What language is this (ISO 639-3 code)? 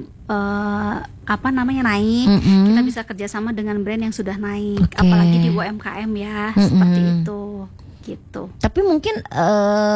ind